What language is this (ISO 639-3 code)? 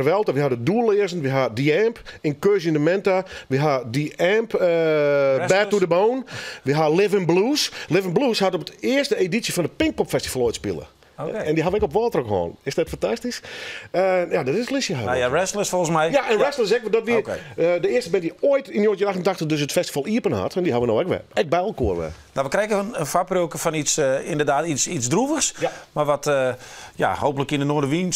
fry